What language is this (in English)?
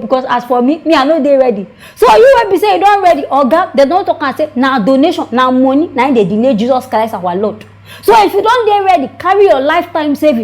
Nigerian Pidgin